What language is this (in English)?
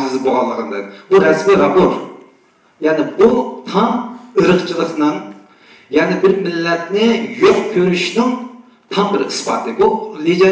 Uyghur